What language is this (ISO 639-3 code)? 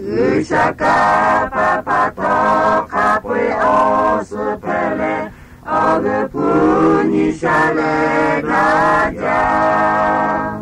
lhu